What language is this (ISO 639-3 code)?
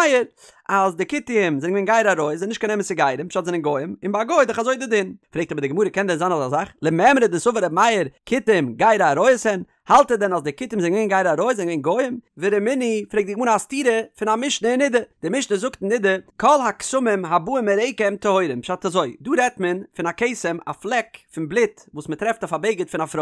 yid